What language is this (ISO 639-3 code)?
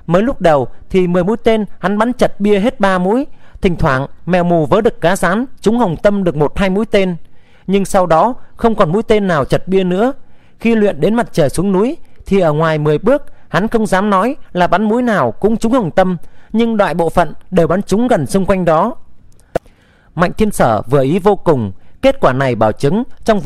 vie